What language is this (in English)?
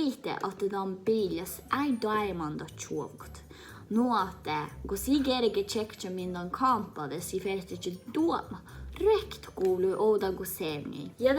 Northern Sami